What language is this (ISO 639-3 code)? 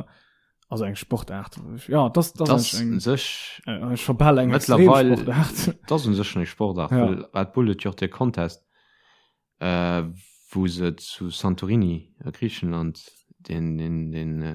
ltz